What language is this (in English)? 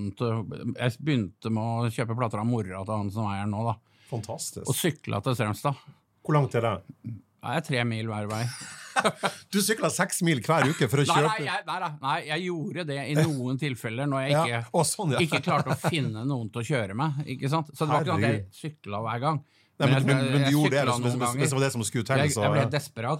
Norwegian